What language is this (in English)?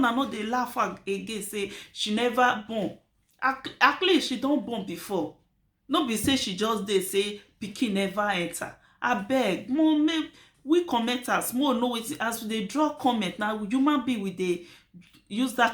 Nigerian Pidgin